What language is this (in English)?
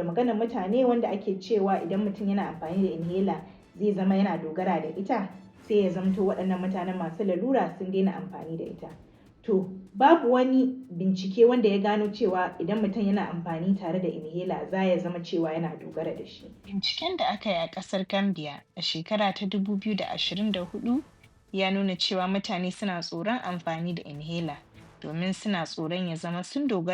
Hausa